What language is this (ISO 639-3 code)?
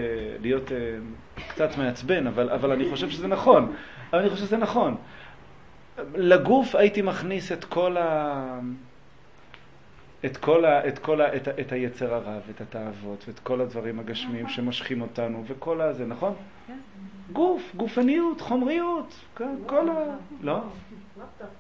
heb